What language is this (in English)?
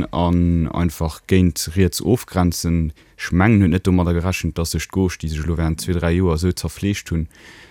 Luxembourgish